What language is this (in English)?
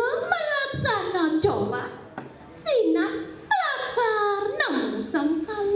Balinese